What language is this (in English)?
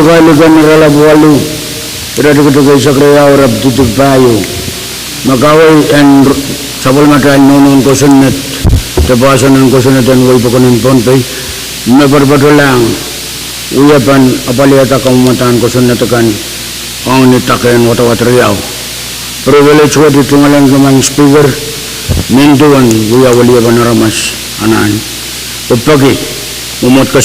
Pohnpeian